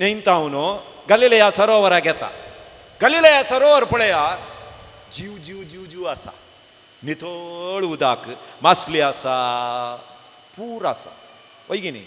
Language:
Konkani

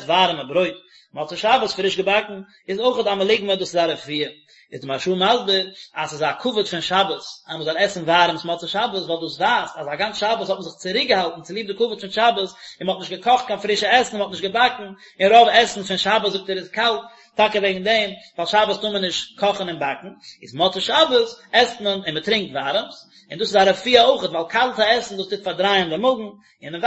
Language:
Yiddish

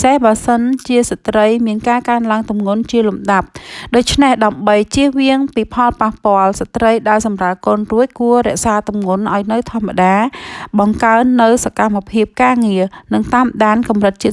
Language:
Khmer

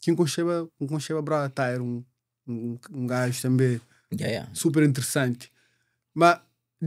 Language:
Kabuverdianu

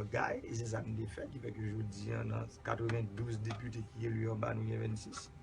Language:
Haitian Creole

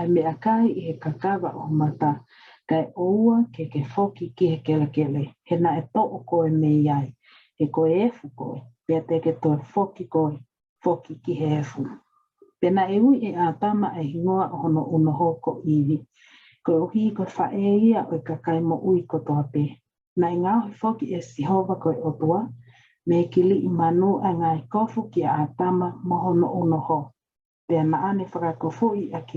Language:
Tongan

